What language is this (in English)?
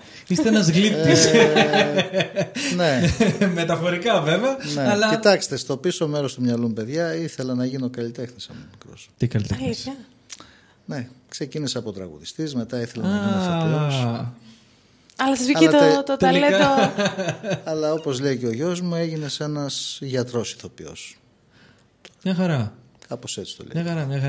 Greek